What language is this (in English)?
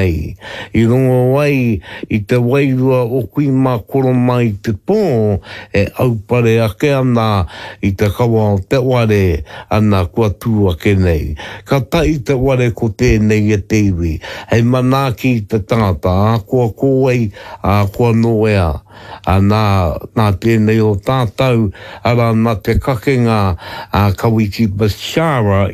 Māori